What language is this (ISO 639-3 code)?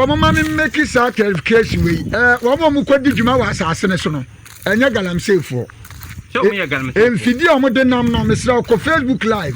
aka